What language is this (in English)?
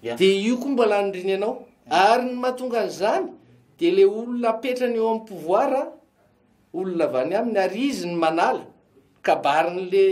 Malagasy